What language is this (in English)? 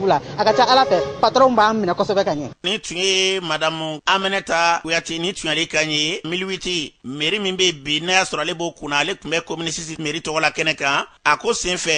Bambara